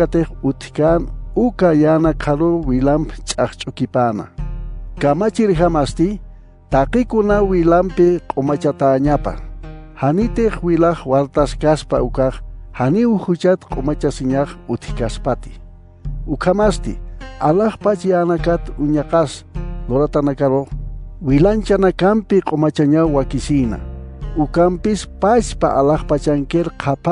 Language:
Aymara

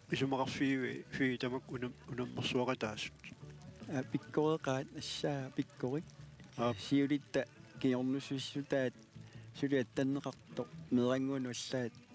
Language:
Kalaallisut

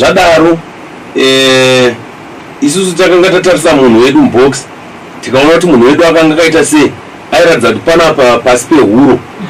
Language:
Shona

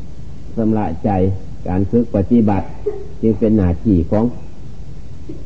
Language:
Thai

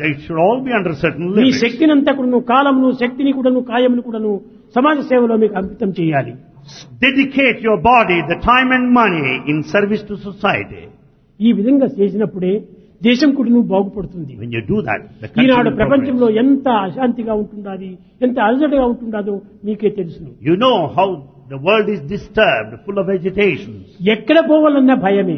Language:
Telugu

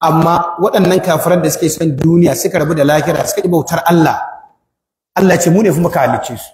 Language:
Hausa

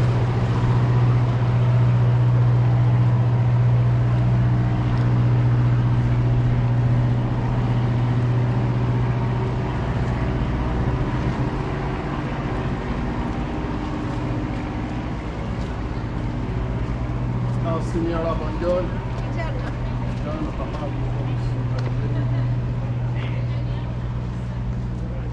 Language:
Italian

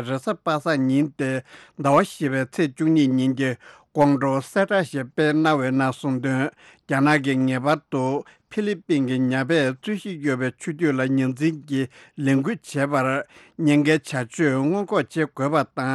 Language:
Tibetan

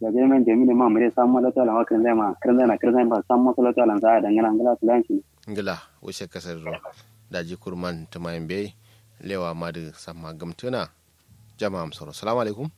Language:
Kanuri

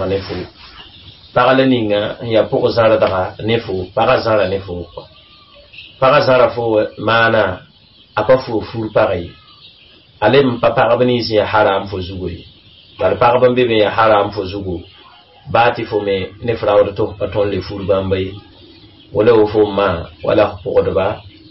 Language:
Mossi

